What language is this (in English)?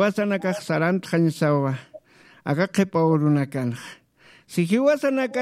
Aymara